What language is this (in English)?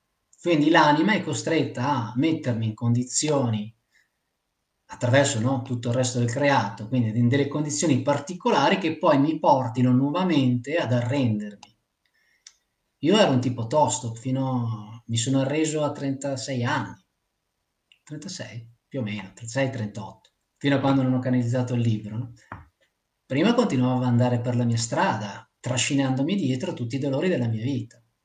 Italian